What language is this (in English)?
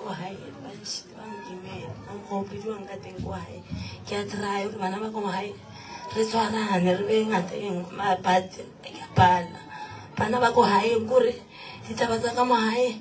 Northern Sotho